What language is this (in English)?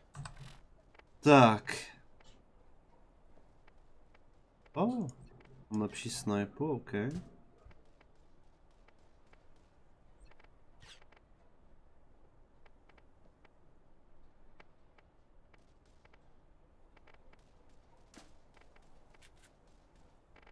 Czech